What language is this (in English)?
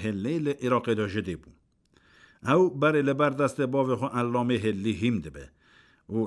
Kurdish